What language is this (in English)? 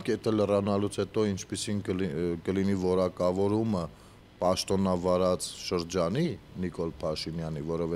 Armenian